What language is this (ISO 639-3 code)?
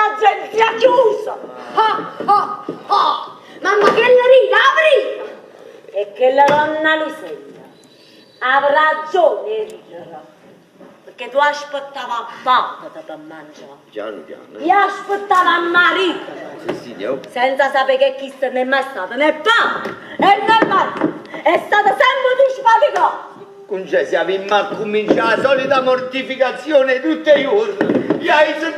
nap